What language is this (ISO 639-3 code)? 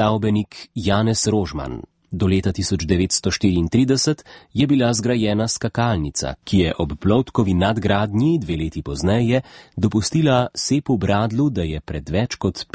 slv